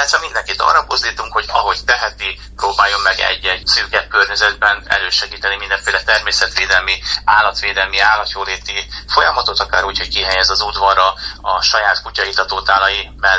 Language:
Hungarian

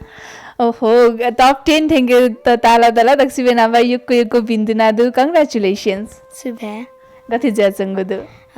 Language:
Newari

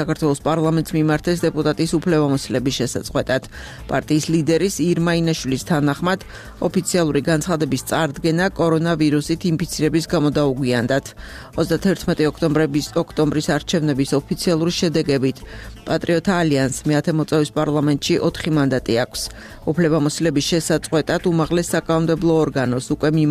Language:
Georgian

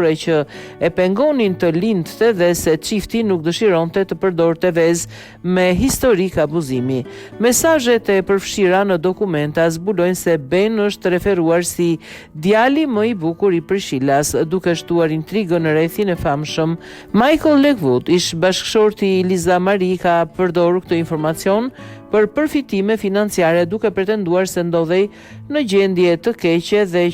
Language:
Albanian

